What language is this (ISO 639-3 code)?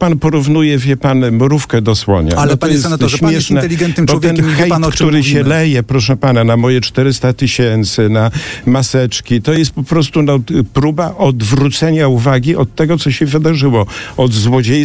pol